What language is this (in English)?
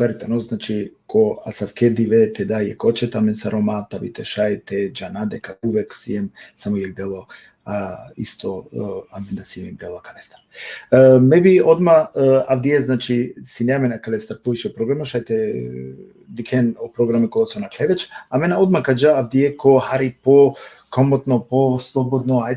Balkan Romani